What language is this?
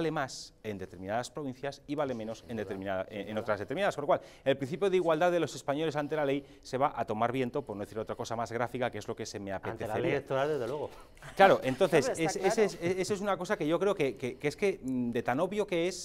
Spanish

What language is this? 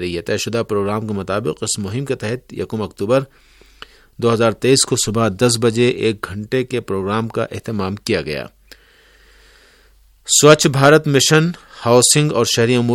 Urdu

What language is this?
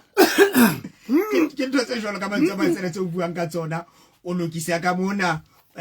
Southern Sotho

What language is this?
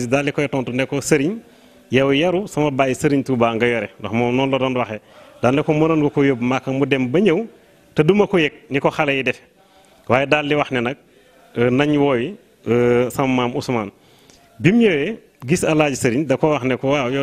Wolof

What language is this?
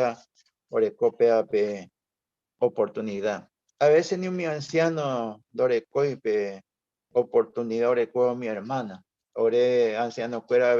Guarani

